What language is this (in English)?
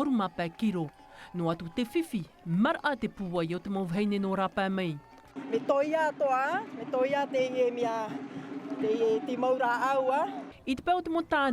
Tahitian